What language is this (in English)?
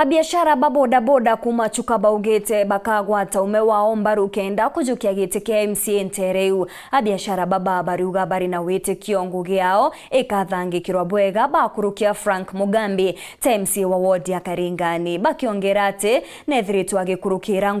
Meru